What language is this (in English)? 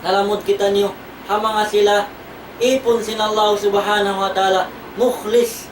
Tausug